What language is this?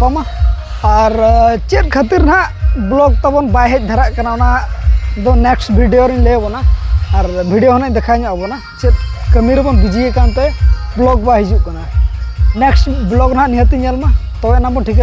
Santali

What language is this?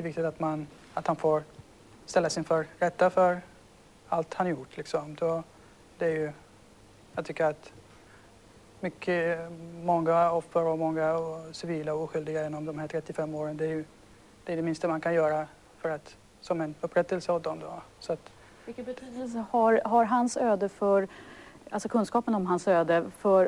Swedish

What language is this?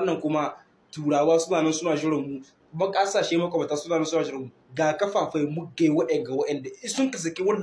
Hausa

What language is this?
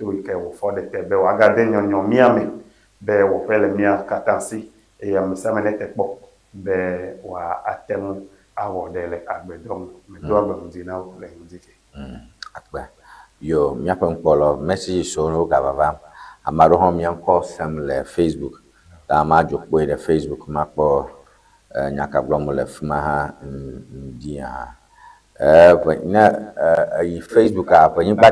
Ewe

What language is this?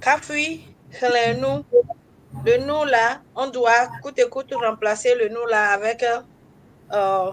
Ewe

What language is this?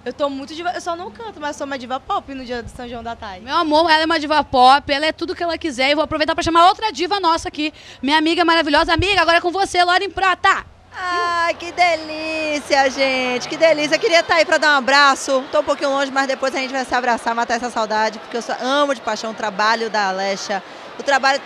Portuguese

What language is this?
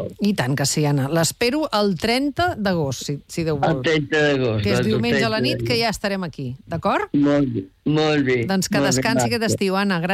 Catalan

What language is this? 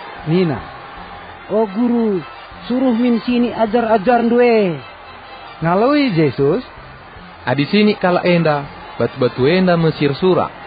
Batak Karo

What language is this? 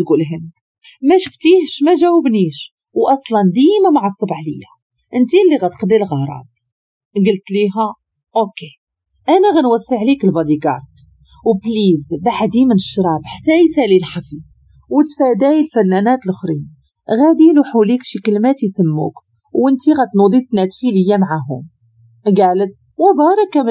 Moroccan Arabic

